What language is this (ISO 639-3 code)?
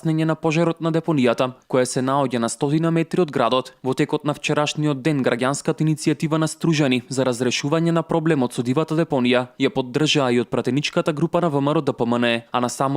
mkd